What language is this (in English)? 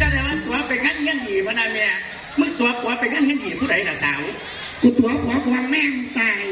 Northeastern Thai